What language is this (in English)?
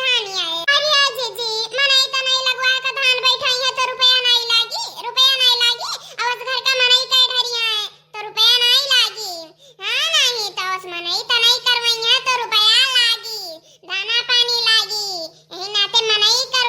Awadhi